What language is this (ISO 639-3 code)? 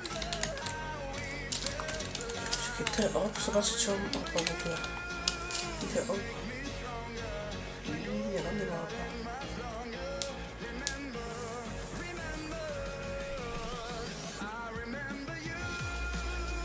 pol